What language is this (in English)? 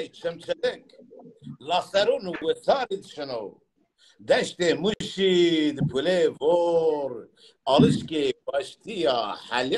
Zaza